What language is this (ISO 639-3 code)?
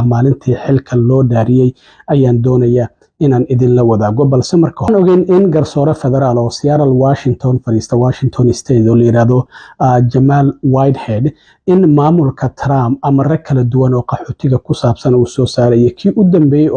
som